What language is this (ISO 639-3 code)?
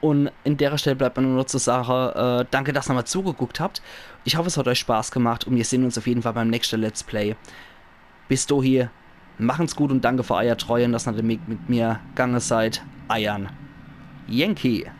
pfl